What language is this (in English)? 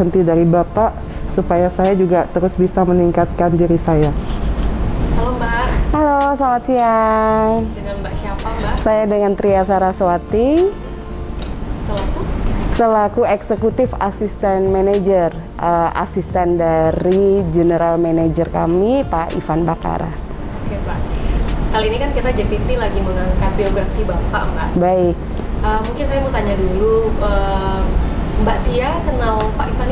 Indonesian